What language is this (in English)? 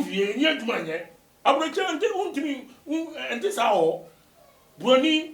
Akan